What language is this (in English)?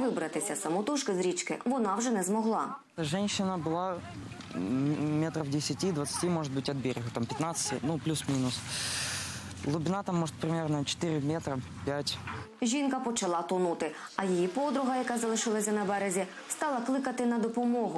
Ukrainian